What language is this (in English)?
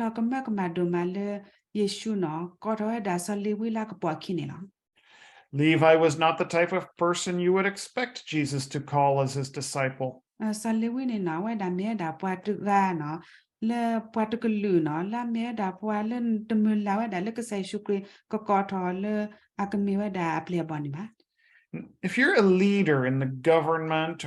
S'gaw Karen